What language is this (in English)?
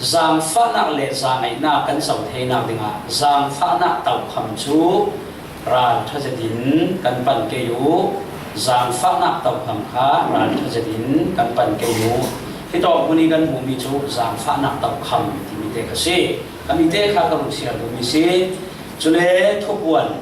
Falam Chin